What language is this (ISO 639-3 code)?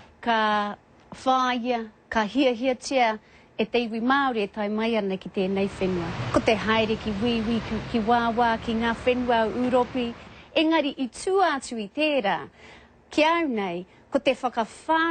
mri